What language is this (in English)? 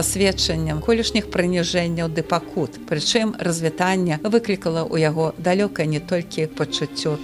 Belarusian